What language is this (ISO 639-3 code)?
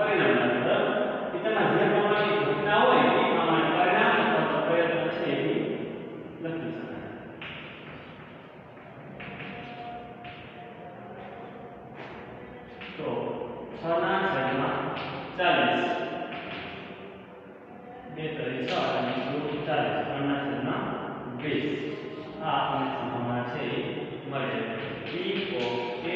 guj